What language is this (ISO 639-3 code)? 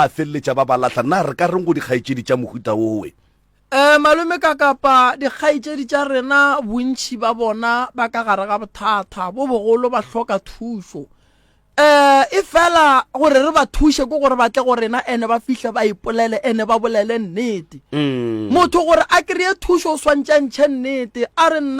nso